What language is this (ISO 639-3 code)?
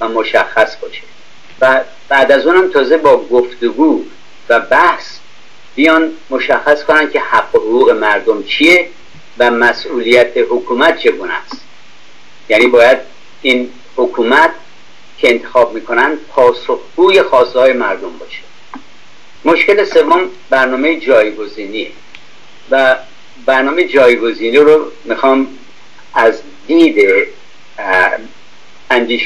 fas